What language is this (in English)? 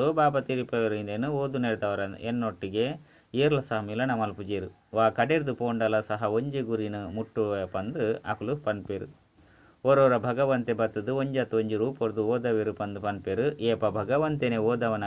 Tulu